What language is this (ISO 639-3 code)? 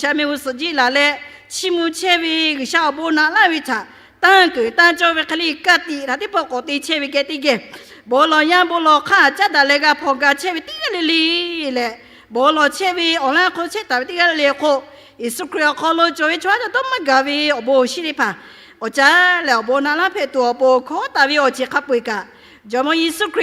lhu